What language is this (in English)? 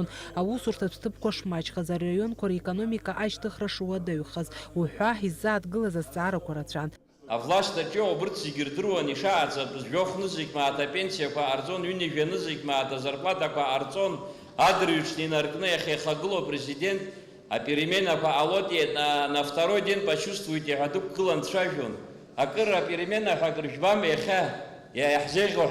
Abkhazian